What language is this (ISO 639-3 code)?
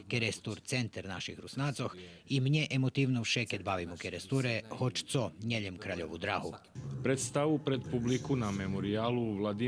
rue